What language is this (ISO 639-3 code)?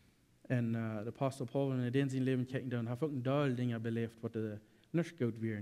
pdt